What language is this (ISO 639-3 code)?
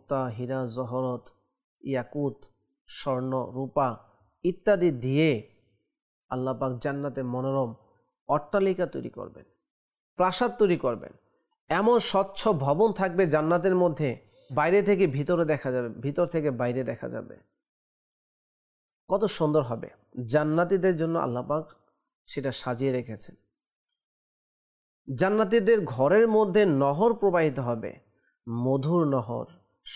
ben